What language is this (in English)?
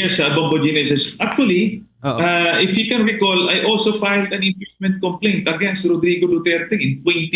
Hiligaynon